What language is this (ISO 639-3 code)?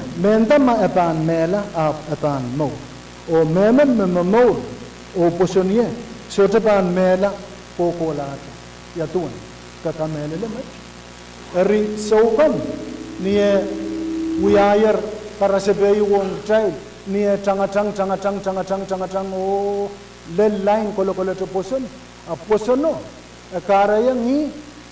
pon